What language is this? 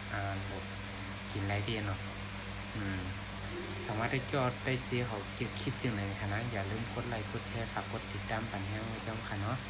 Shan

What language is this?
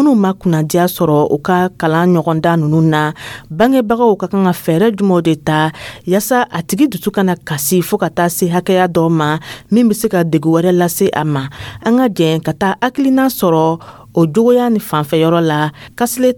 Dyula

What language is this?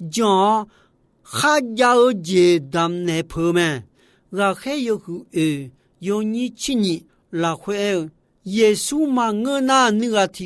Akha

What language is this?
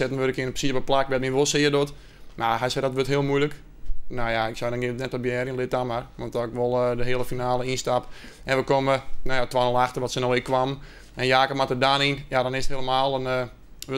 Western Frisian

